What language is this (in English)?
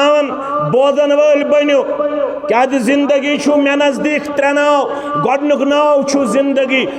Kashmiri